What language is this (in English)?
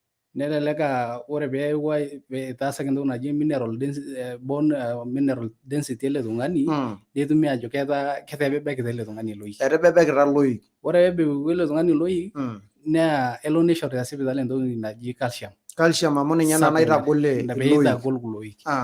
Masai